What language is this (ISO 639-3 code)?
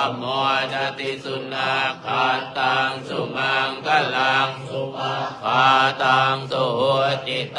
pli